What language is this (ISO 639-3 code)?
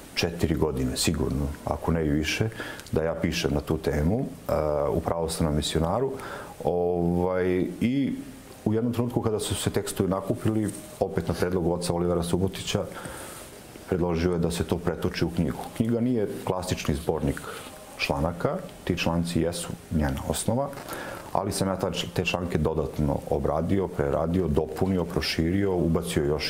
srp